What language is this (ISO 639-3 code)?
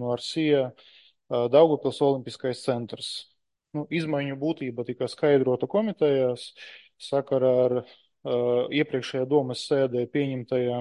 lav